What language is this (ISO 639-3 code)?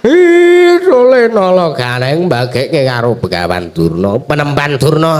jav